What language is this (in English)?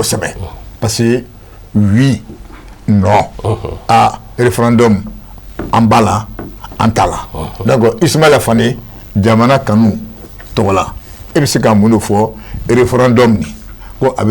Bambara